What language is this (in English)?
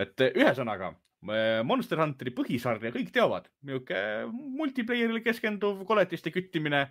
Estonian